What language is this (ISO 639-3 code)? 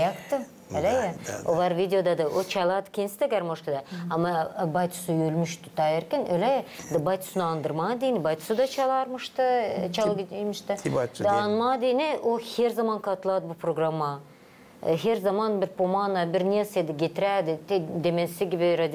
gag